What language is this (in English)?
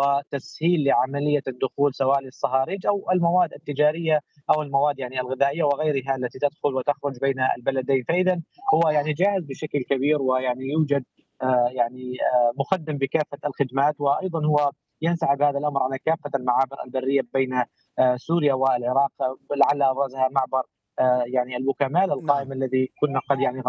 Arabic